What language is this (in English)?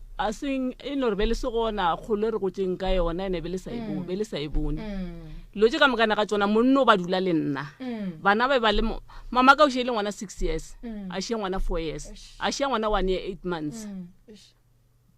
Northern Sotho